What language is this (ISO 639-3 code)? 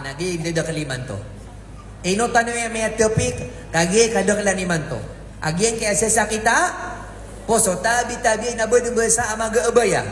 mrw